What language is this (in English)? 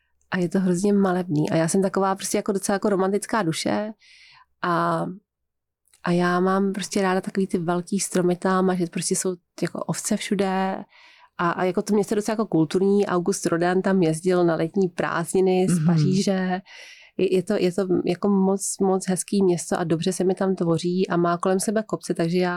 Czech